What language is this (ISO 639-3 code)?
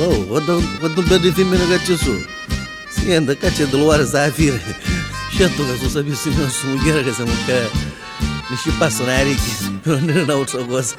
nap